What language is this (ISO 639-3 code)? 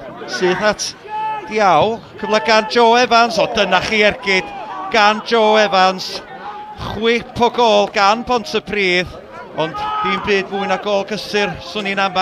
cym